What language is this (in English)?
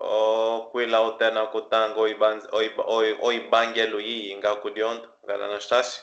Kimbundu